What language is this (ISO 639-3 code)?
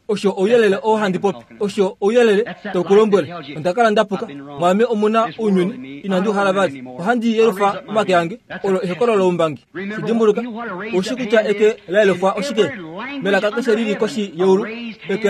kua